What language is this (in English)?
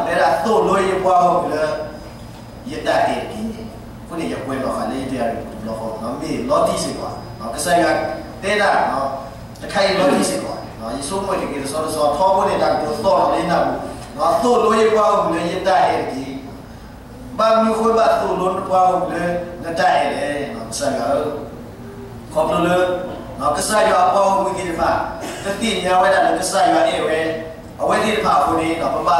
S'gaw Karen